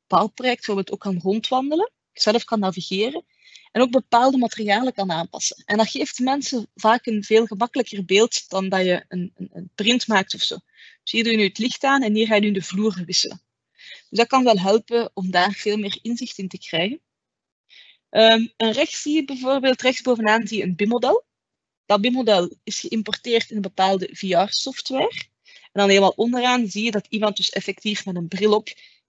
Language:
Dutch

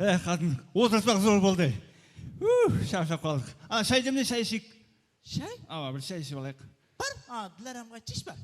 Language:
Kara-Kalpak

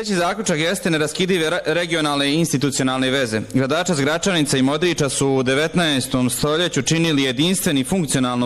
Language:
Bosnian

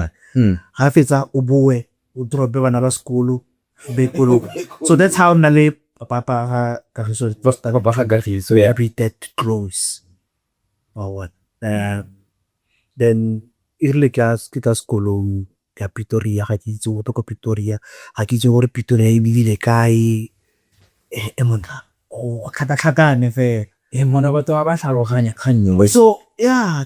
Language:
Tswana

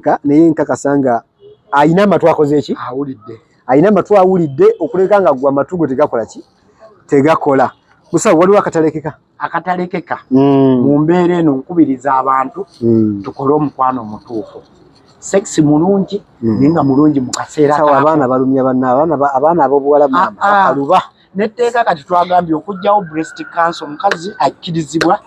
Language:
Ganda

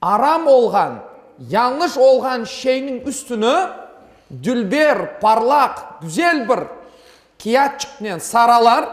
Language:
Crimean Tatar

